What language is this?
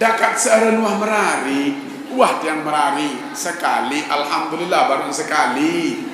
Sasak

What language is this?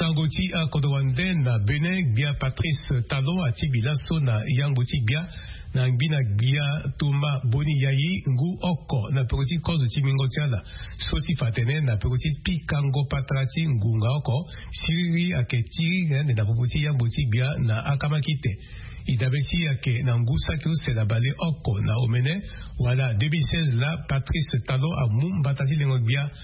Sango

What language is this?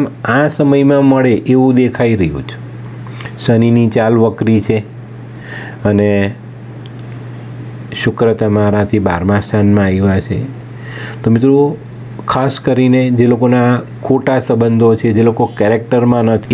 Gujarati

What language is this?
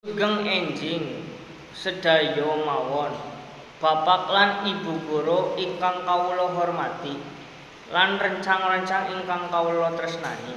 Javanese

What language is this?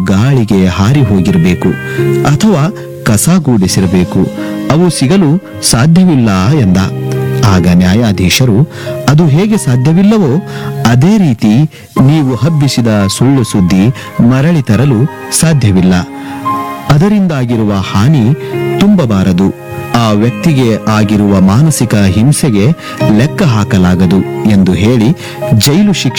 Kannada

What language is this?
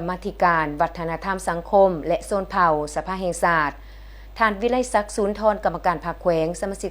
Lao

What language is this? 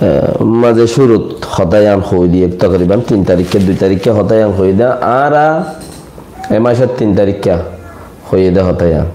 Rohingya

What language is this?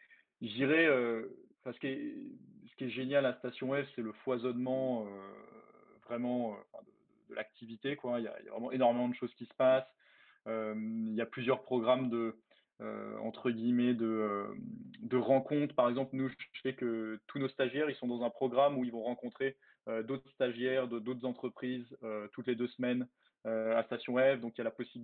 French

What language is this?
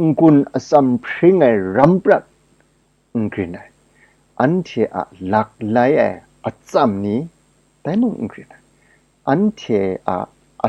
Kachin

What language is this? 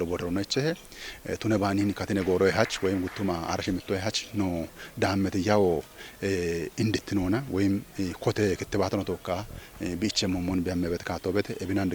Kafa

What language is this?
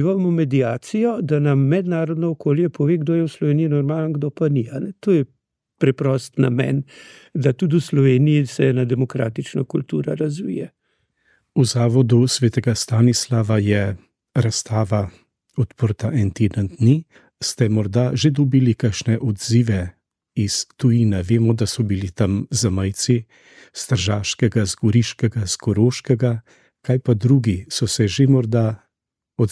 Slovenian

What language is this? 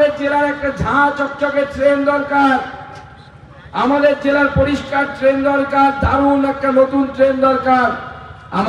Bangla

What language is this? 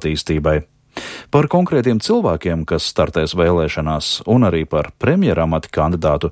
Latvian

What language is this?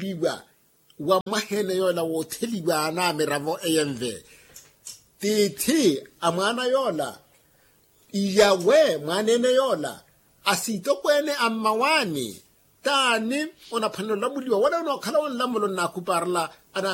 Makhuwa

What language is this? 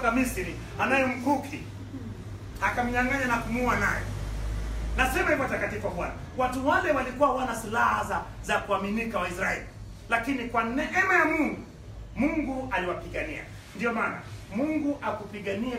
Swahili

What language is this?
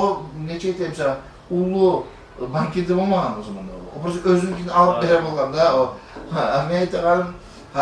Kumyk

